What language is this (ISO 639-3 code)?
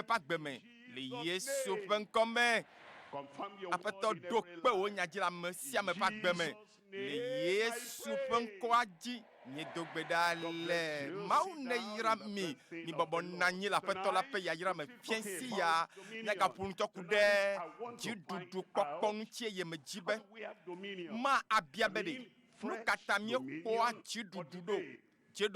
ewe